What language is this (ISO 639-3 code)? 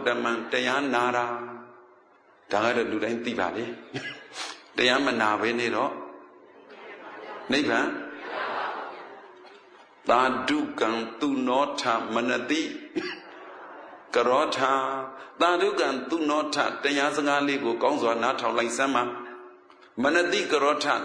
mya